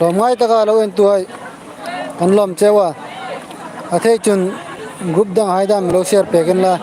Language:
Hmar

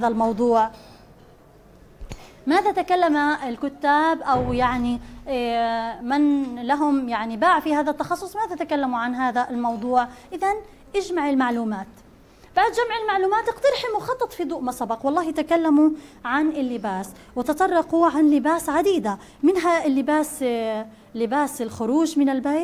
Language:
Arabic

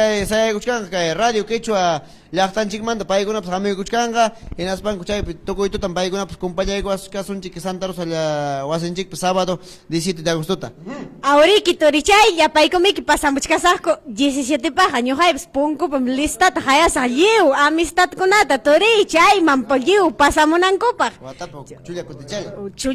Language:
Ayacucho Quechua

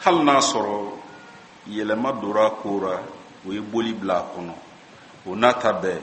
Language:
Bambara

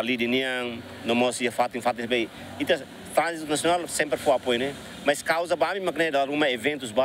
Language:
Tetum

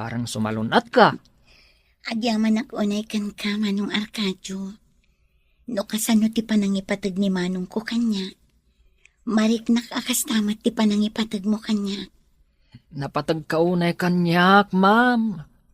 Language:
Iloko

